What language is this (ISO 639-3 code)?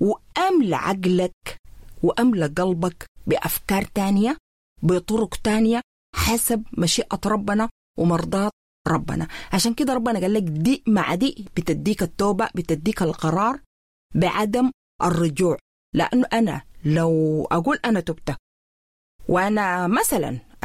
apd